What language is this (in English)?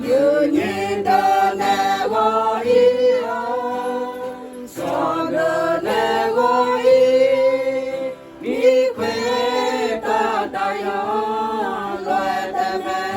Akha